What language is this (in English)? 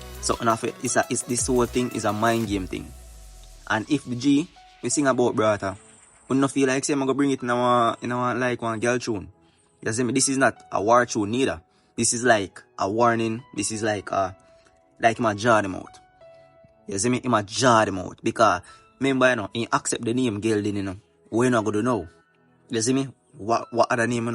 Jamaican Creole English